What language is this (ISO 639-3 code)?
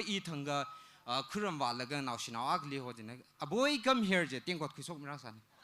nmf